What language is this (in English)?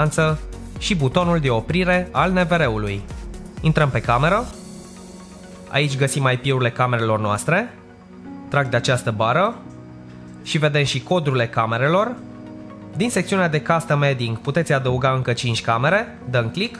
Romanian